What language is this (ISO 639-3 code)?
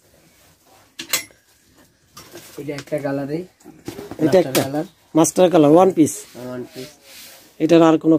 ben